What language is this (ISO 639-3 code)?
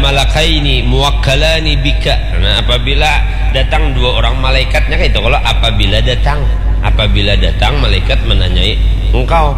bjn